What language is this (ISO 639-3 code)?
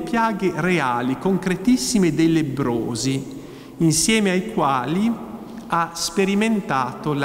ita